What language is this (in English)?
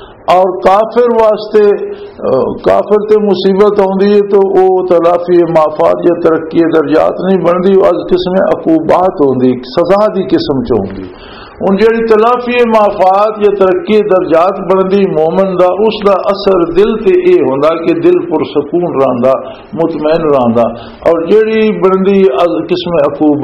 Western Panjabi